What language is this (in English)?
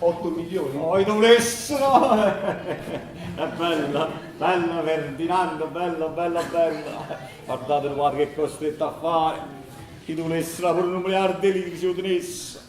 Neapolitan